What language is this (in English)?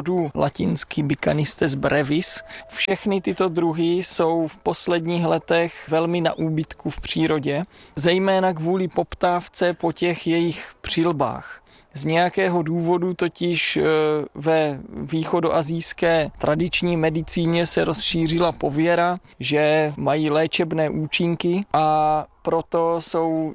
Czech